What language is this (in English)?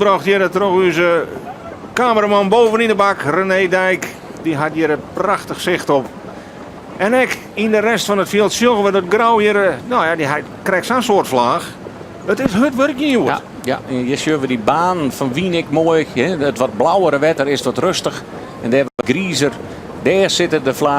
Western Frisian